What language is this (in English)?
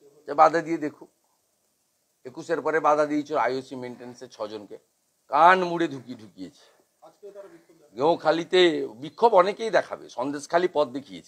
Bangla